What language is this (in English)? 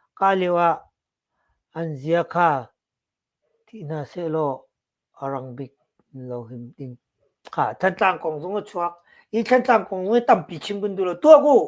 Hakha Chin